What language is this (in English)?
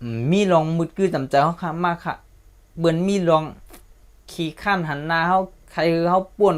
Shan